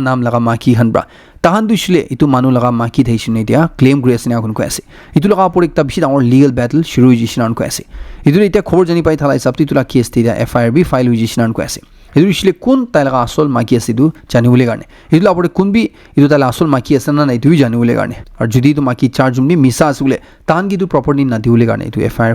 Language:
Naga Pidgin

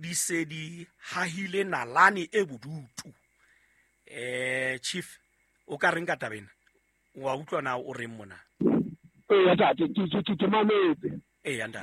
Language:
Southern Sotho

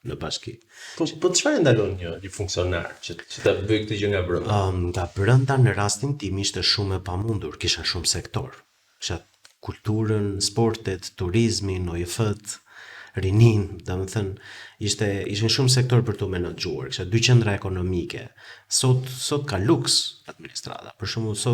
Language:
Albanian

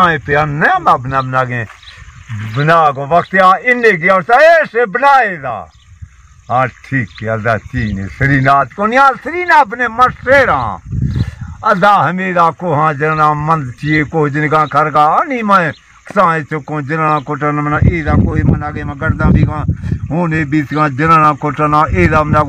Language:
Baluchi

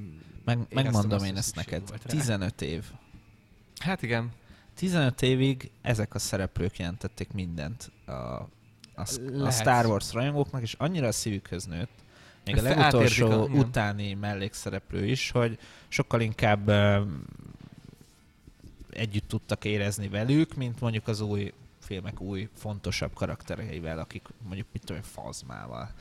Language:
Hungarian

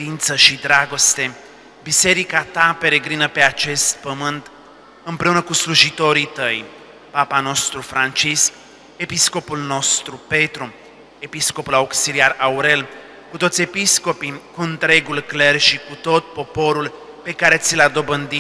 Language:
Romanian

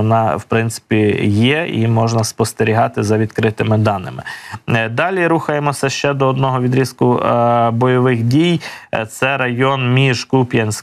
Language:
Ukrainian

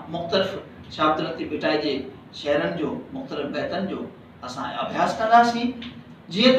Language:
Sindhi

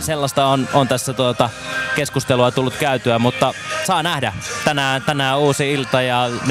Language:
Finnish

